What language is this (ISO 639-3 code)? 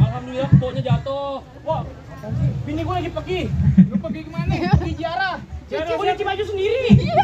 bew